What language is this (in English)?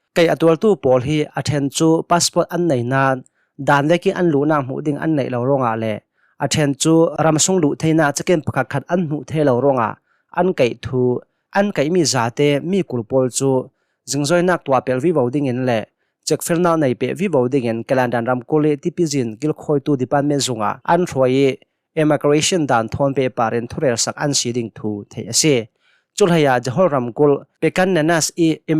Hakha Chin